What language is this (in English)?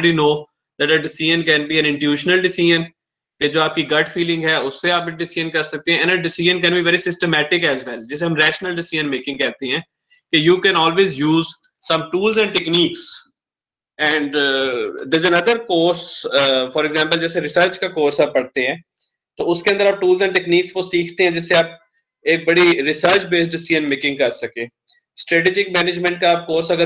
Hindi